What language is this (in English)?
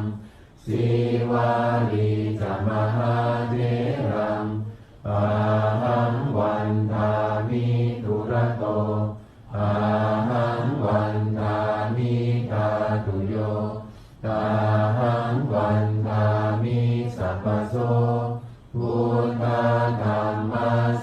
Pali